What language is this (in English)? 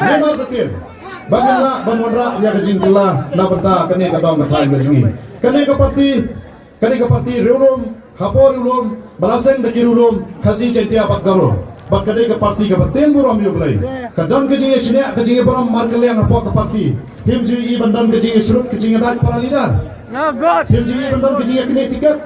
Khasi